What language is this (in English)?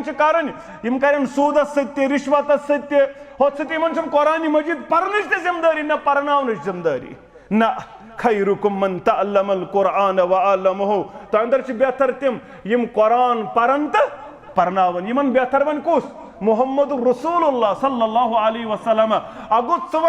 Kashmiri